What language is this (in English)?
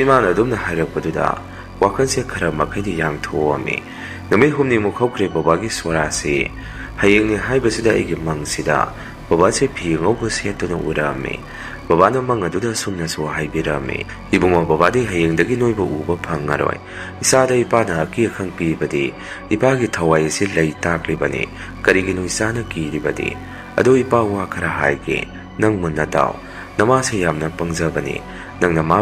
Manipuri